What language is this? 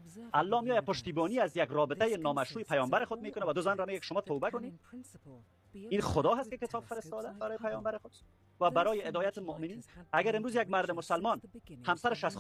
Persian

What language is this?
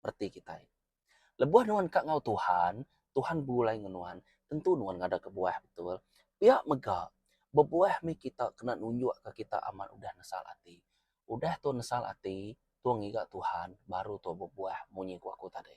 Iban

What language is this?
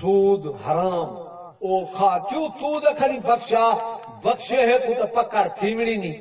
Saraiki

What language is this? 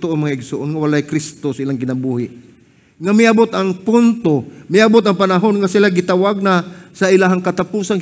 Cebuano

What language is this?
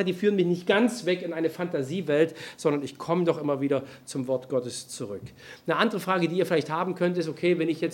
German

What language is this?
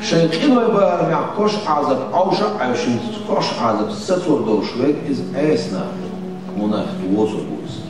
Chechen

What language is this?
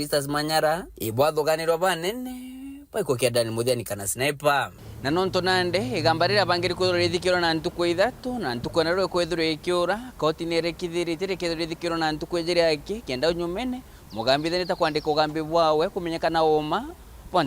Meru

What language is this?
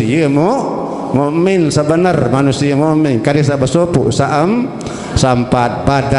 Sasak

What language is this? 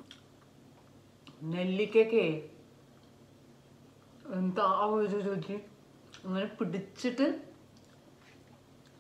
Malayalam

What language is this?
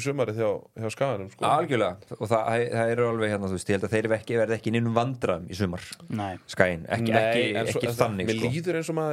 Icelandic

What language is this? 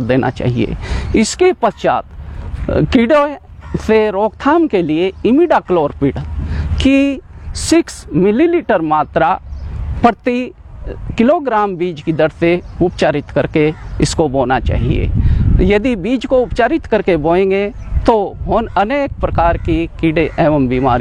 Hindi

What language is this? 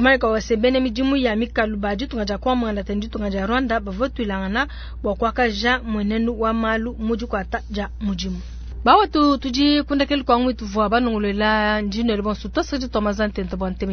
Luba-Lulua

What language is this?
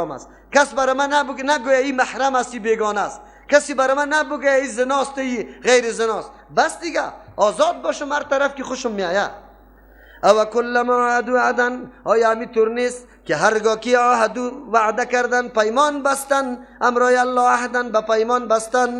Persian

